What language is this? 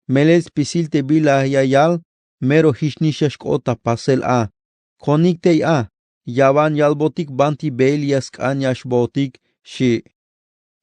Tzeltal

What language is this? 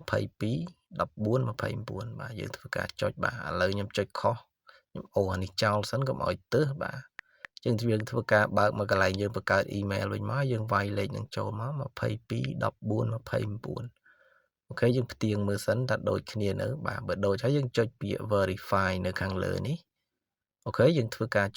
Khmer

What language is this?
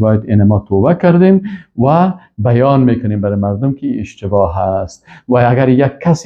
Persian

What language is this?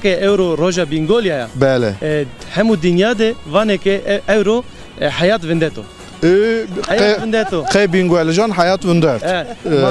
Zaza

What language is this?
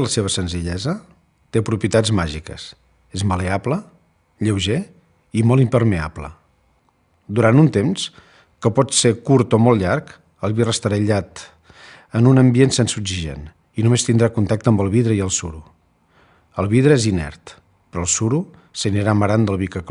Catalan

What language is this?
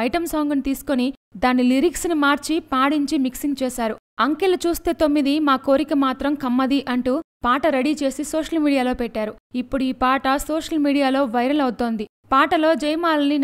Telugu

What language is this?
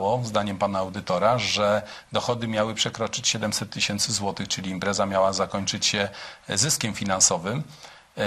Polish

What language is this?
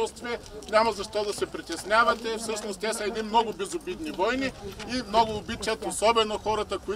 Bulgarian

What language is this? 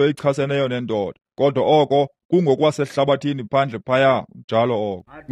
Xhosa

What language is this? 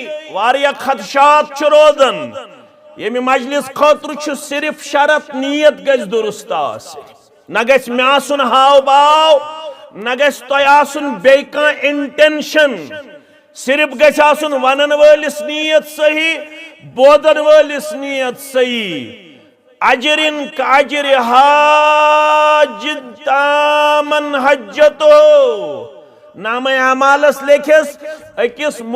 Kashmiri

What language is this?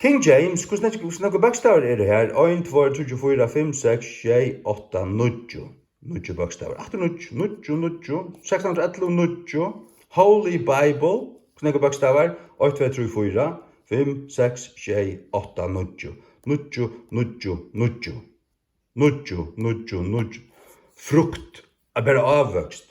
Faroese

